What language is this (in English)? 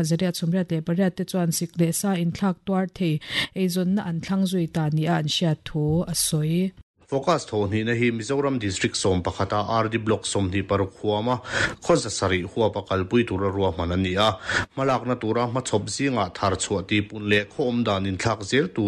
Mizo